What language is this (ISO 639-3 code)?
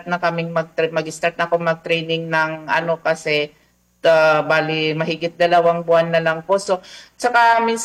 fil